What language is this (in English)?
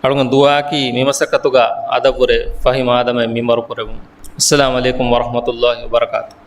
Divehi